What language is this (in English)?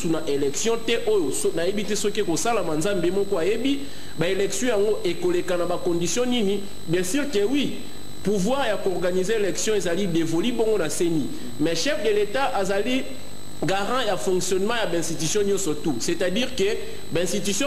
Lingala